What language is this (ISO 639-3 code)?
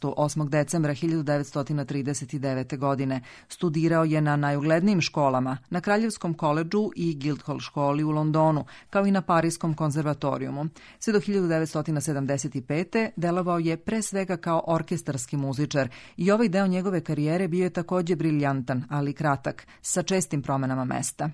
srp